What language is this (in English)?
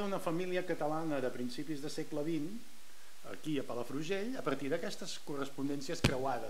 Catalan